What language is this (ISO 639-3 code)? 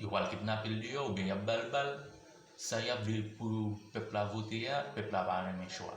hat